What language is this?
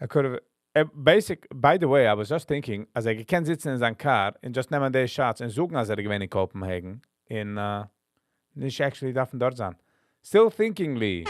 Yiddish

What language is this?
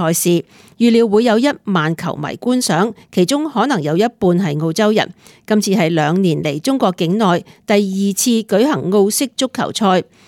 Cantonese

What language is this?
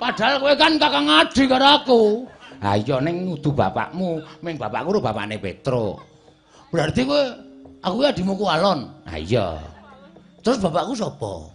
Javanese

